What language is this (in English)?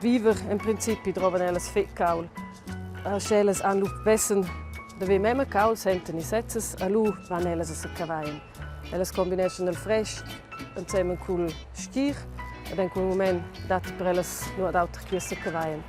Romansh